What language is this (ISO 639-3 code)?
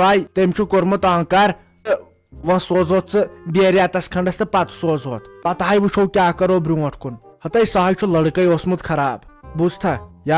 kas